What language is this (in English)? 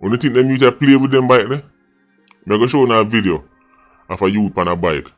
Jamaican Creole English